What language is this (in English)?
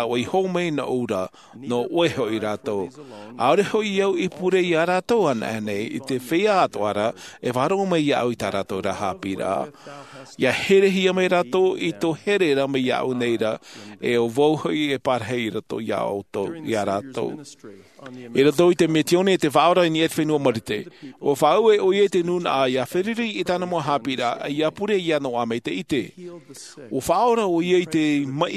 Tahitian